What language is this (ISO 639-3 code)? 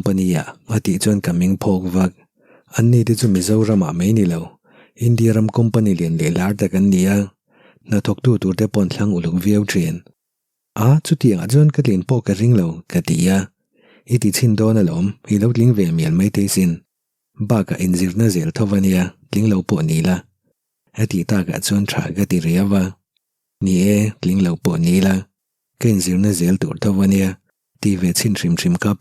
lus